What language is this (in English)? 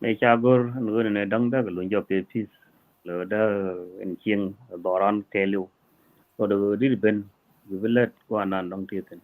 Nuer